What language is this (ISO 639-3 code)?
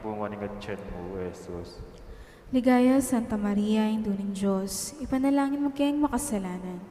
pam